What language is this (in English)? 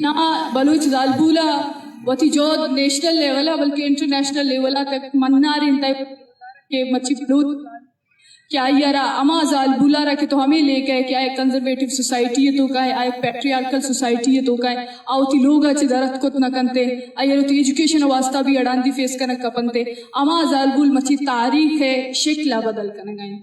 Eastern Balochi